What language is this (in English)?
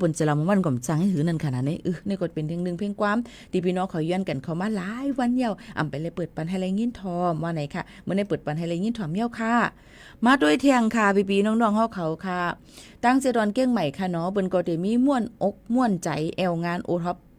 Shan